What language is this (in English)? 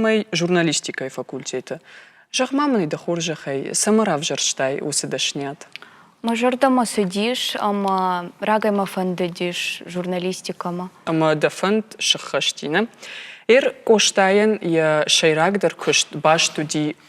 Ossetic